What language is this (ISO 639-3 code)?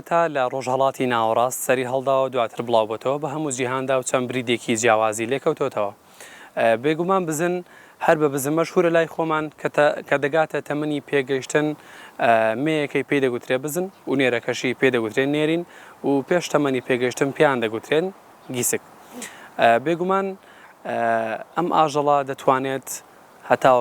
ckb